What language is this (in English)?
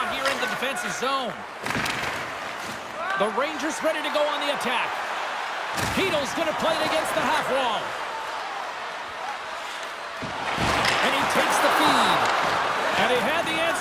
English